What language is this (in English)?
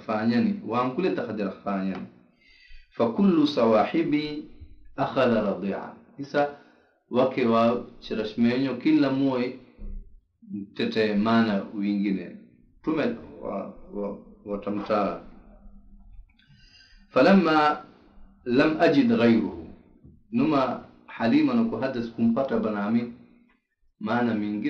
Swahili